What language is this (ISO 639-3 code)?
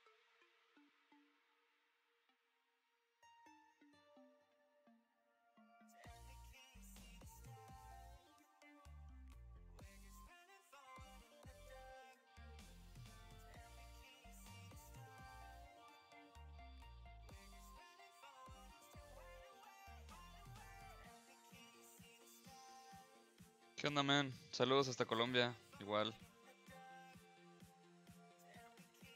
spa